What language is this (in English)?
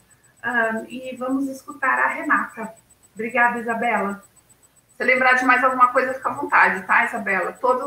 Portuguese